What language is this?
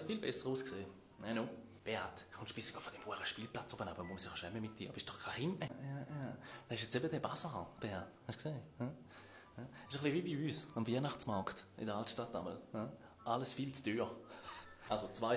Swiss German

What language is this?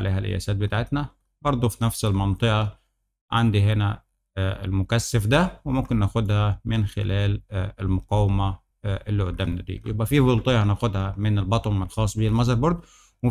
Egyptian Arabic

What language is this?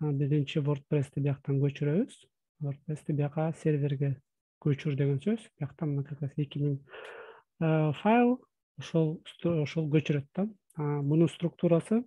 Kyrgyz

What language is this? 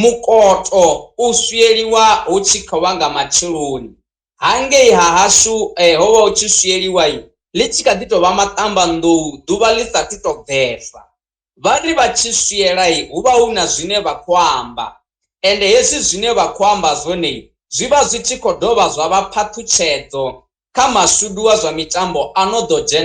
Venda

